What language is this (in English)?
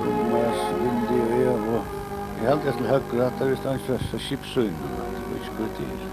Faroese